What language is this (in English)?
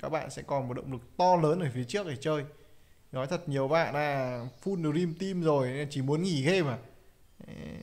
Vietnamese